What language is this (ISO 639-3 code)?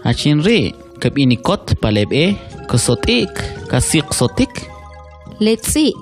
quc